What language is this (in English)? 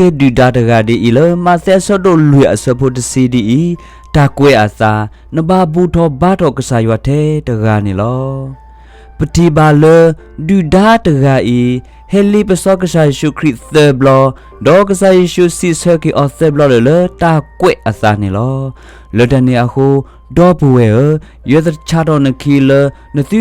S'gaw Karen